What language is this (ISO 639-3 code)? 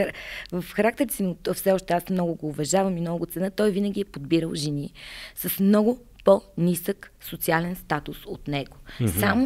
bul